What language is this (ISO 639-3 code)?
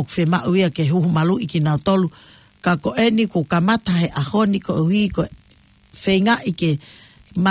ton